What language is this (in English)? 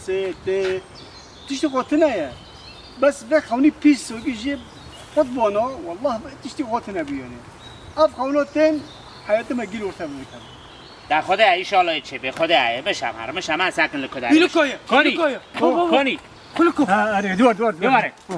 Kurdish